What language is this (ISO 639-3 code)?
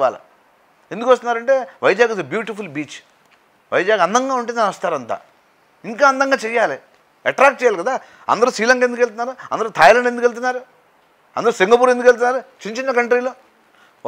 tel